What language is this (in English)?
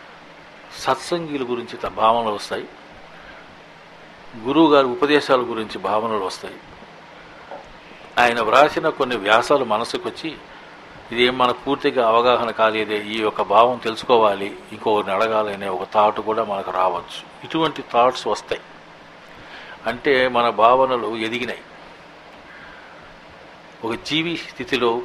Telugu